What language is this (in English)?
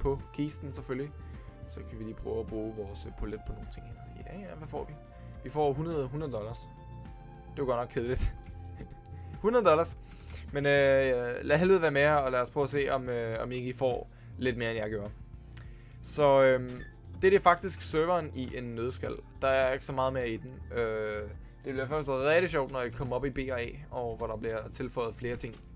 Danish